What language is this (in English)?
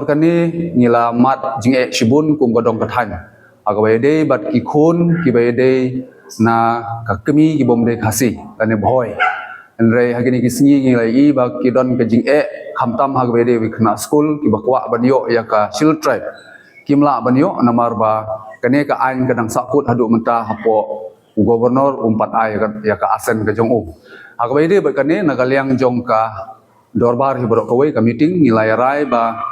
Khasi